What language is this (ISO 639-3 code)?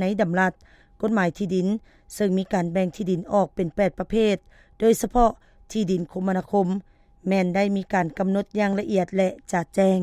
lao